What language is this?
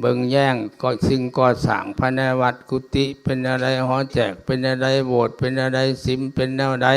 Lao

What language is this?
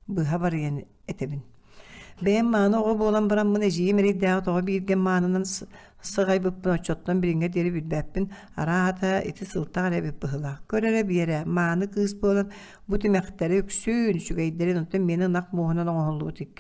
Yakut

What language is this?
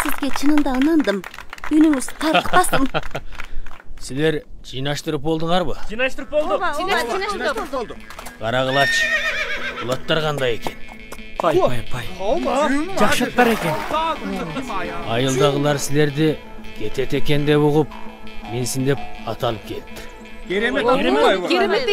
Kyrgyz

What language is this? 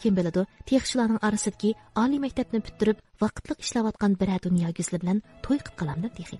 Uyghur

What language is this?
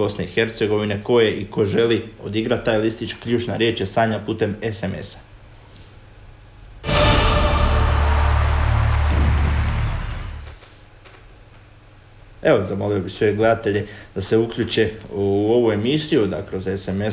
Croatian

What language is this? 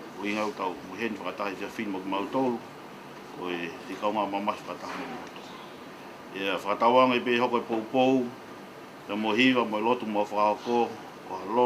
Tongan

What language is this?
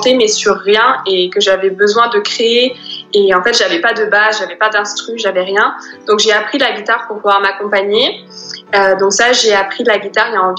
French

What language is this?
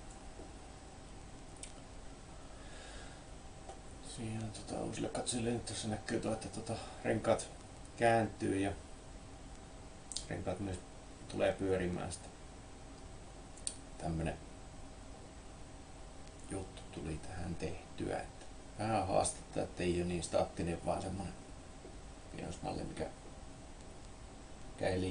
Finnish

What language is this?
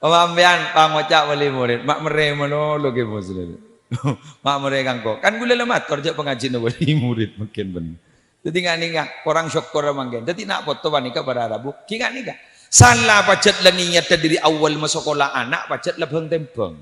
Madurese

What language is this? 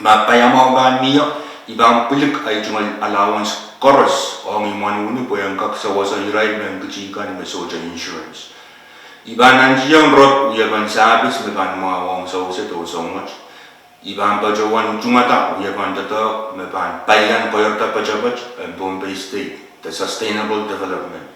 Pohnpeian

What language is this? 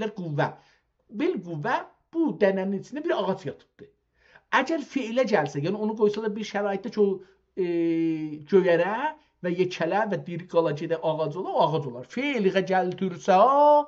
South Azerbaijani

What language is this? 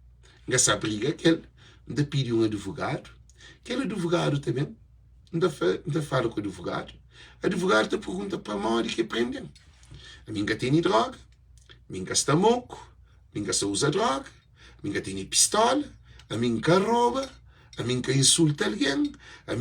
Kabuverdianu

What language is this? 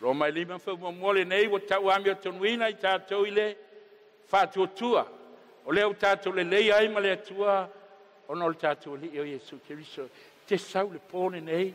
Samoan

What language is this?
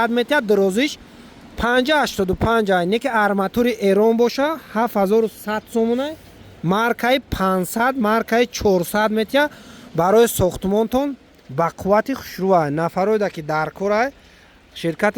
Tajik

